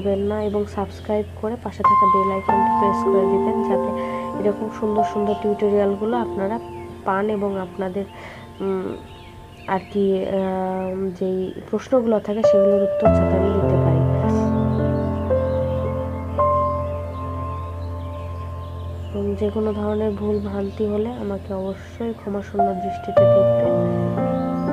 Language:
Bangla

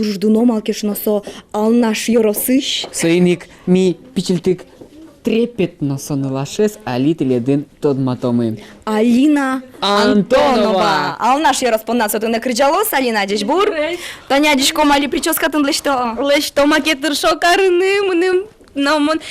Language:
Udmurt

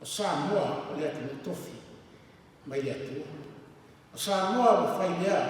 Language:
Samoan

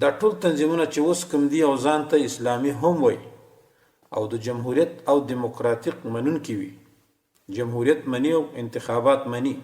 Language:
Pashto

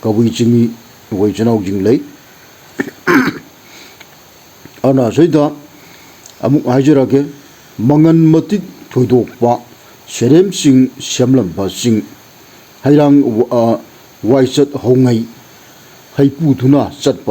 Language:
Manipuri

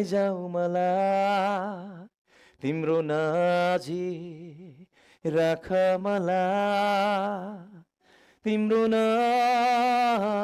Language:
Nepali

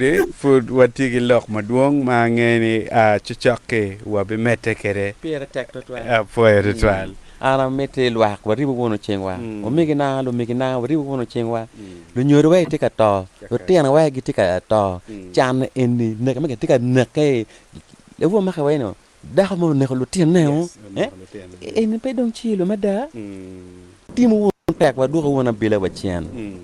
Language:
Acoli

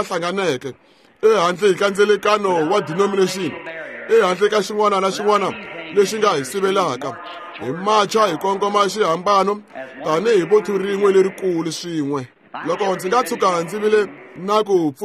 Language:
Tsonga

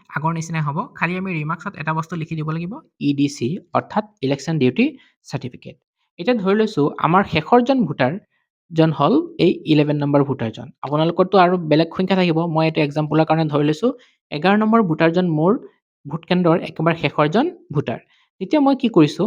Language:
Assamese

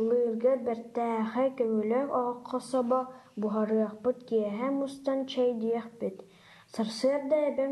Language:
Yakut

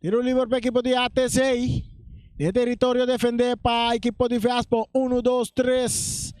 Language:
Papiamento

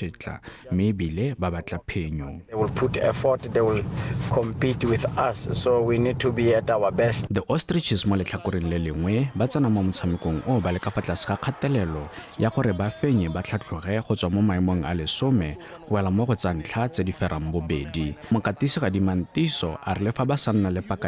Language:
Tswana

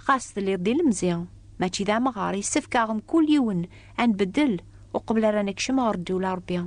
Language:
Kabyle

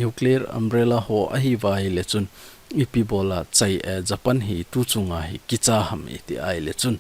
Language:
Thado Chin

